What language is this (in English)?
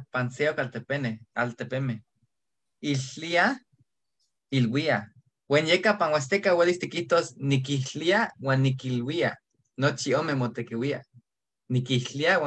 Eastern Huasteca Nahuatl